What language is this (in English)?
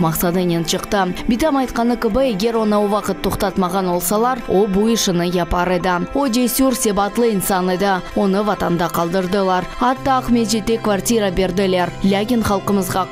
Crimean Tatar